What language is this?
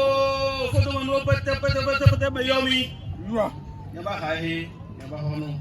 Ewe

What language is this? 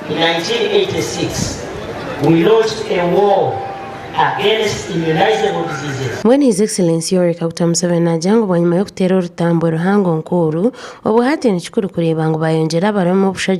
Nyankole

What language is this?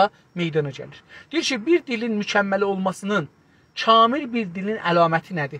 South Azerbaijani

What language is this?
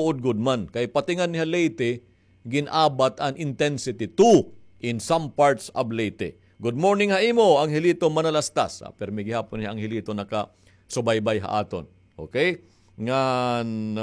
Waray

